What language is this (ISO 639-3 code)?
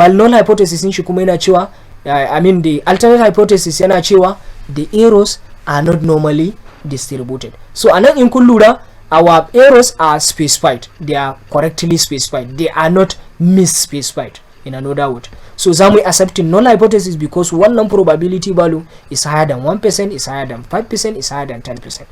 hau